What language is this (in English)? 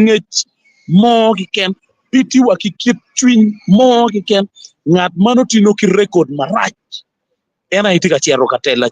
Acoli